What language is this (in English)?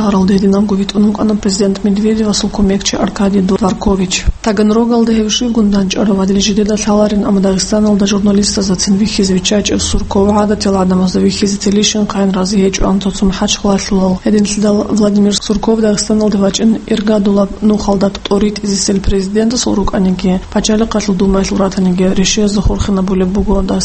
Avaric